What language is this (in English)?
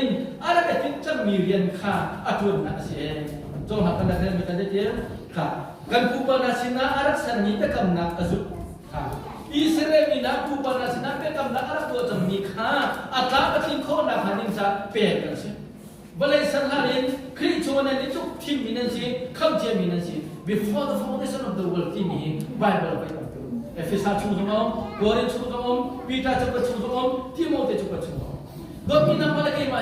Hakha Chin